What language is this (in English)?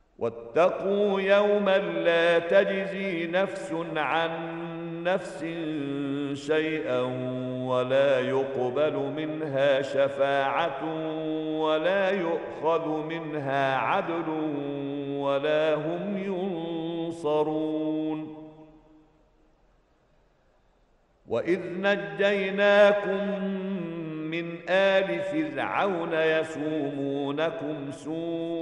Arabic